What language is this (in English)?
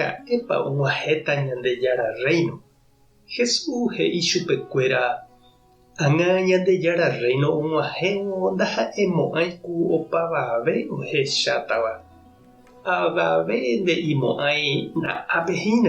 Guarani